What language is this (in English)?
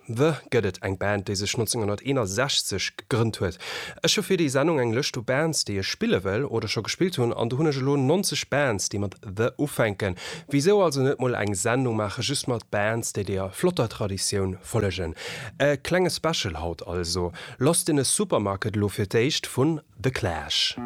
Luxembourgish